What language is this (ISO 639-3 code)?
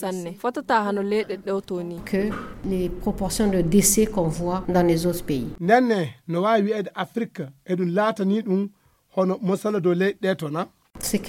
ful